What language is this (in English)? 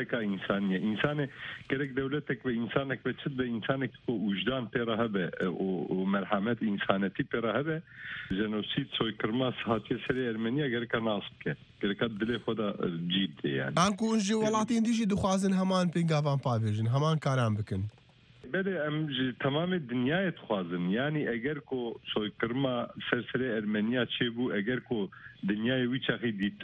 Kurdish